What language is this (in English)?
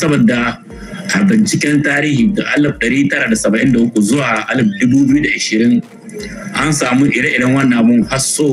Hausa